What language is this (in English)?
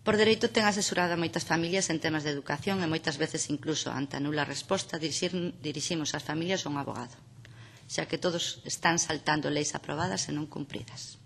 Galician